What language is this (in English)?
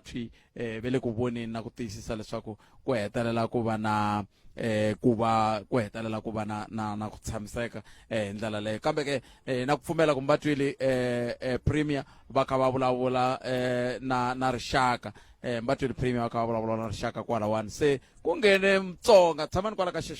Tsonga